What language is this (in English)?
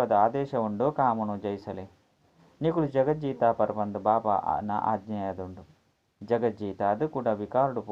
Tulu